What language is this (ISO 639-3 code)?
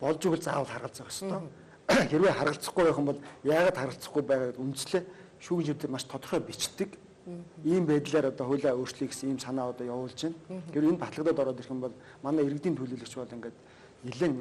mon